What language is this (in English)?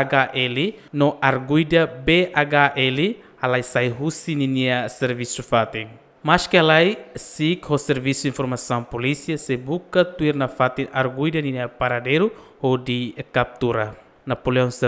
Tetum